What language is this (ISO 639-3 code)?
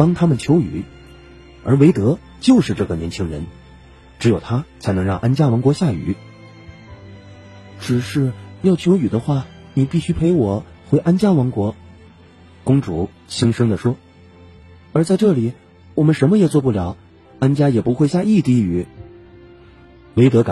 zho